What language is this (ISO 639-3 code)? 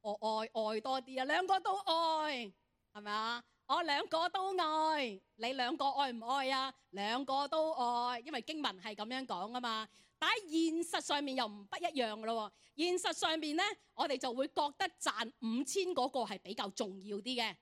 yue